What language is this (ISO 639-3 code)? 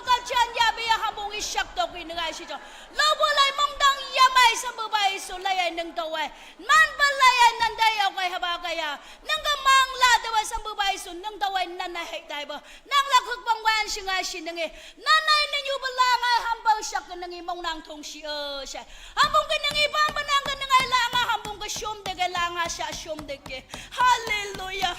nag